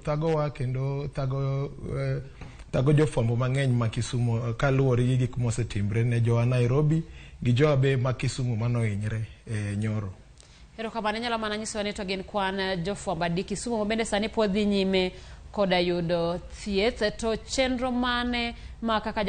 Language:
Luo (Kenya and Tanzania)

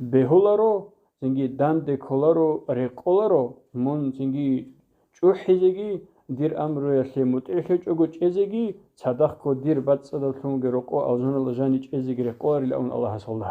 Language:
Avaric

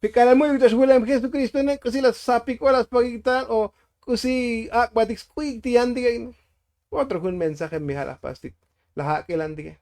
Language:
Tzotzil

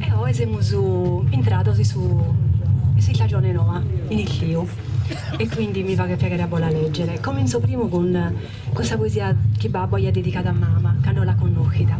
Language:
Sardinian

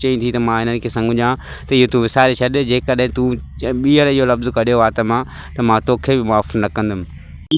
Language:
Sindhi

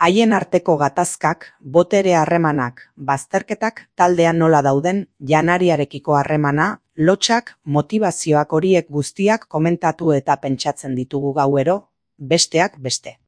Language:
Basque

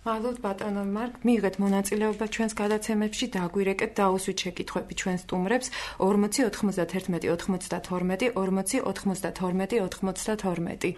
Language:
Georgian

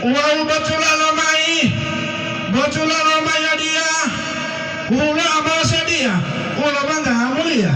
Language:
Gorontalo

